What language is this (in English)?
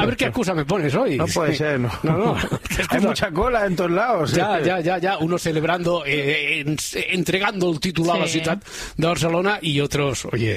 Spanish